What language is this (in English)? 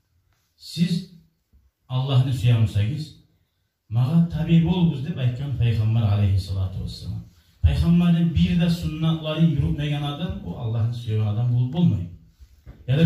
Kumyk